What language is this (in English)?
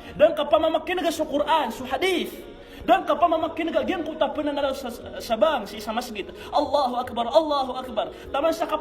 Maranao